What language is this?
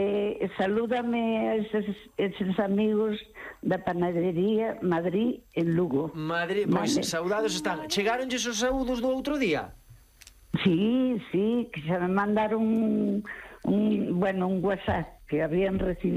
Galician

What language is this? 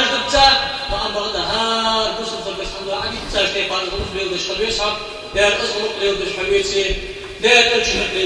Ingush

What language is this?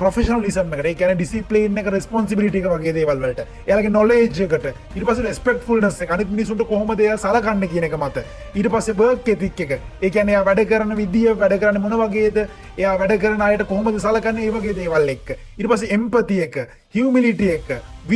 Sinhala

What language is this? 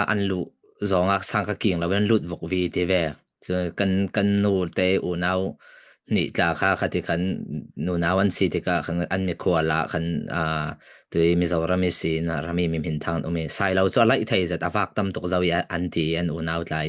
Falam Chin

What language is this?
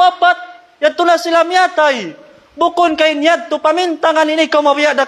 Tausug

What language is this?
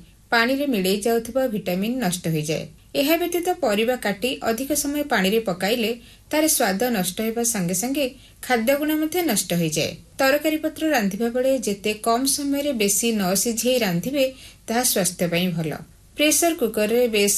Odia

